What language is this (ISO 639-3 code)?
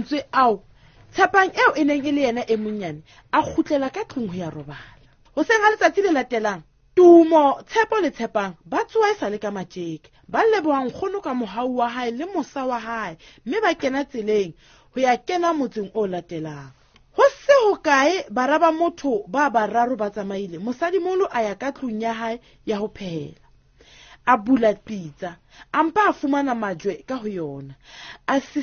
sot